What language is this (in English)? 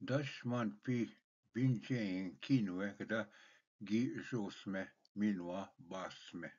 Ojibwa